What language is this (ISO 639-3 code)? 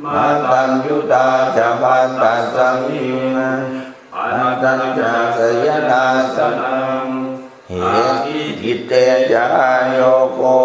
pli